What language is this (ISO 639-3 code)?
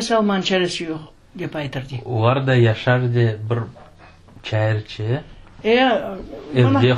crh